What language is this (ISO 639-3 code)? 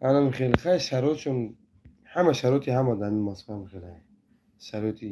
tgk